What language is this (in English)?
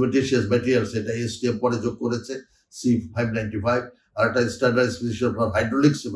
Bangla